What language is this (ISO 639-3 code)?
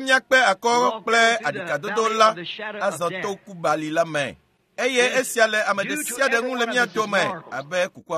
ewe